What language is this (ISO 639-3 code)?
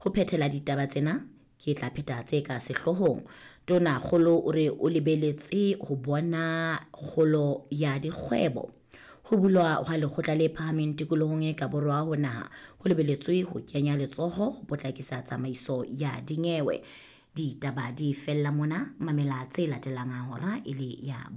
sot